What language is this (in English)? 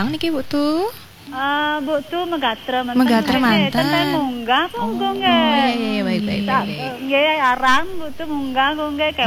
Balinese